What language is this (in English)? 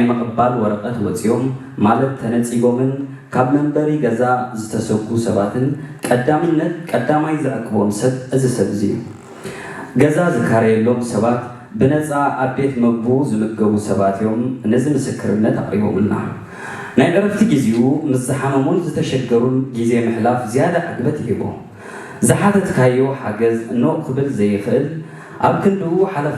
Tigrinya